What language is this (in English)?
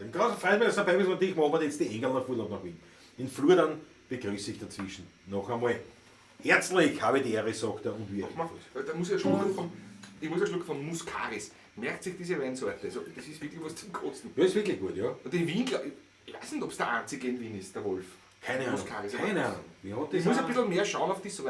Bavarian